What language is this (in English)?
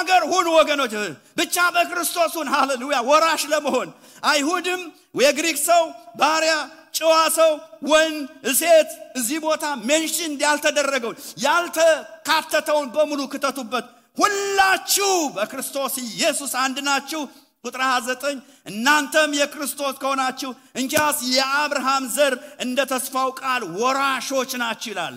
Amharic